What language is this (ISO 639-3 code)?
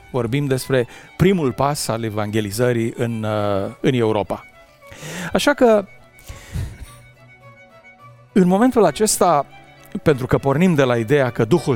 ron